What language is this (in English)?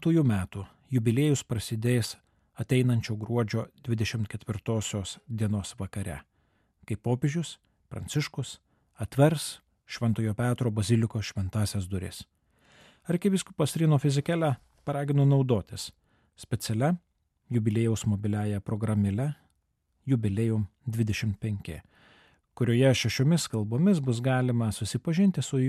Lithuanian